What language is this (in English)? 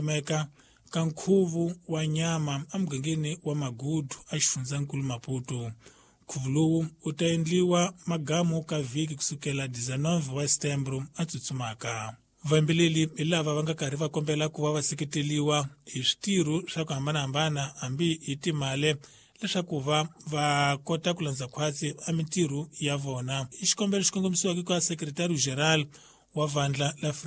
Tsonga